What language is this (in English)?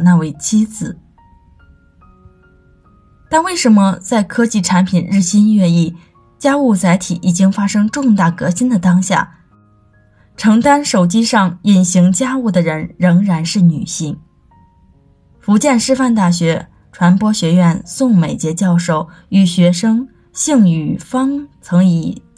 Chinese